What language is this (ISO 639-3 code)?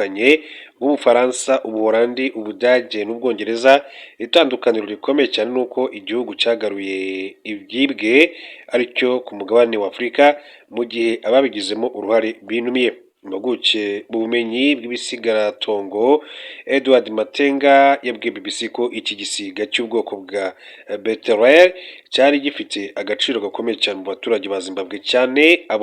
kin